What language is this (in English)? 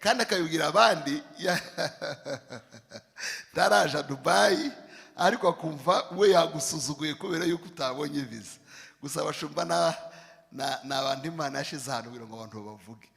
Kinyarwanda